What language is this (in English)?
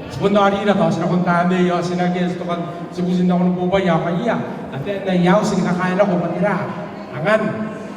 Gilbertese